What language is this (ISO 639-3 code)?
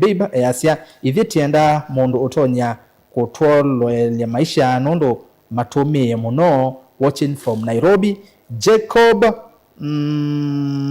kam